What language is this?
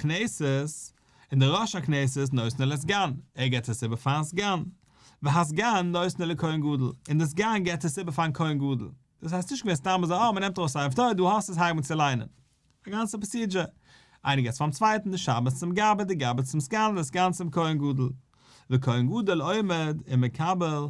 Yiddish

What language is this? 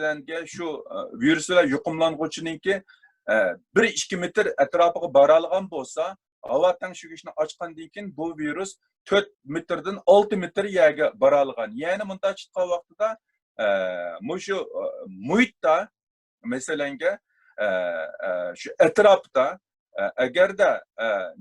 Uyghur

